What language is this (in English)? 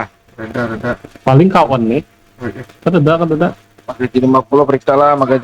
Banjar